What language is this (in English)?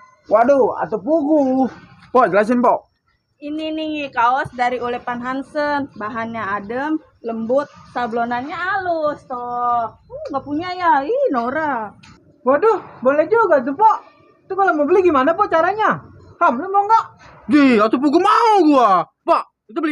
Betawi